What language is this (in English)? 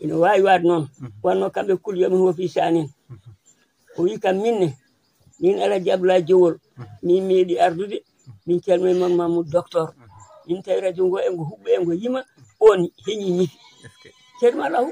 Fula